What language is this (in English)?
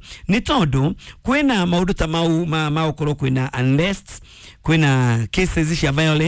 Kikuyu